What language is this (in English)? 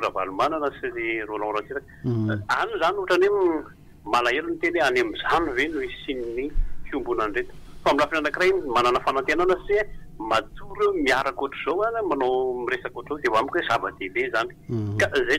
Malagasy